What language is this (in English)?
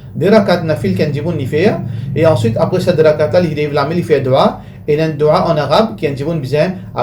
Morisyen